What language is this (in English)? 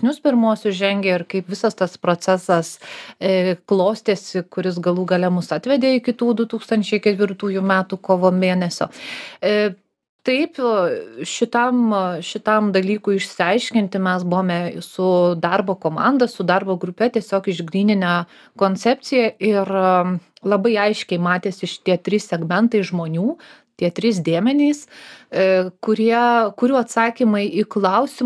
Lithuanian